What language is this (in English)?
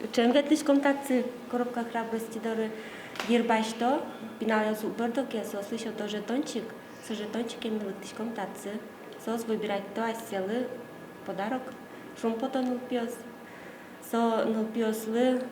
Udmurt